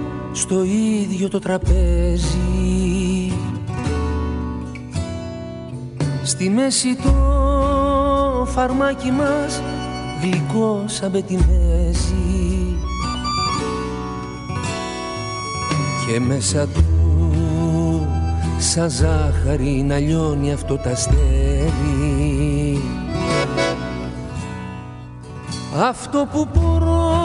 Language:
Greek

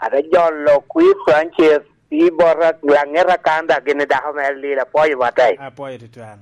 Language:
Lango (Uganda)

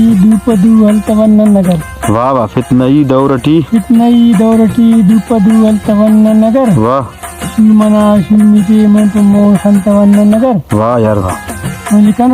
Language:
Brahui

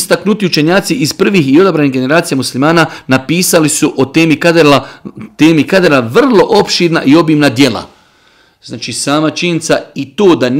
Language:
Bosnian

